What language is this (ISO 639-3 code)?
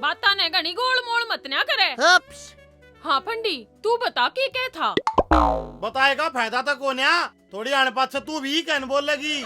bgc